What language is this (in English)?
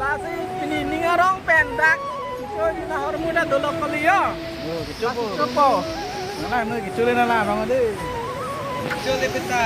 Karbi